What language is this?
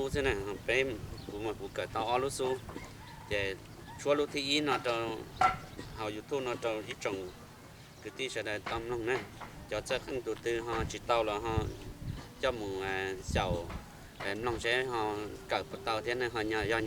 Hmong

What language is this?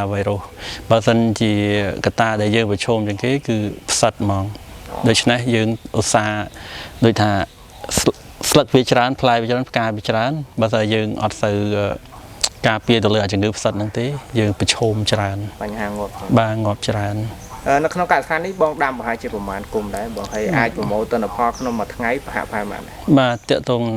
Khmer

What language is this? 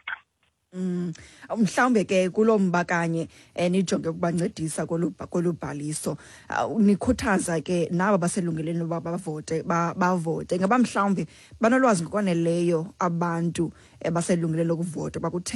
Xhosa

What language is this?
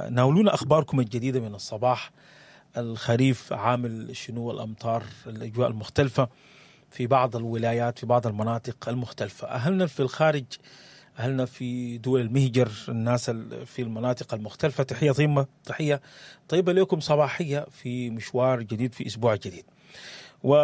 Sudanese Arabic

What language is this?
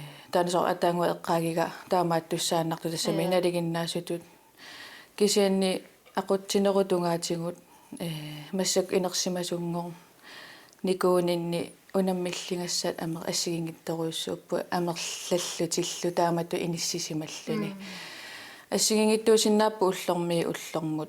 Kalaallisut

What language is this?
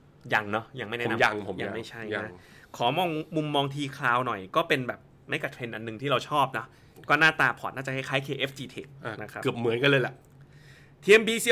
Thai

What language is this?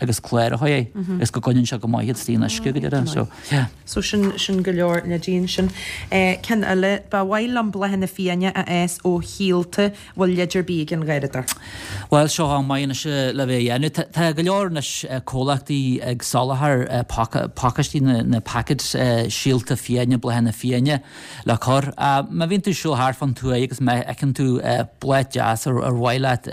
Irish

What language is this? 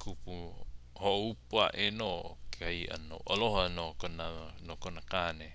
Hawaiian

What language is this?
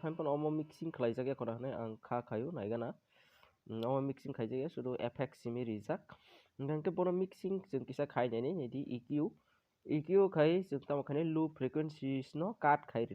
Kok Borok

